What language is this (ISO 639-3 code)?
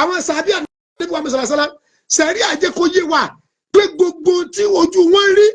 yor